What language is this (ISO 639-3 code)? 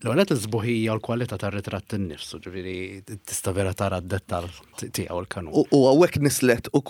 mlt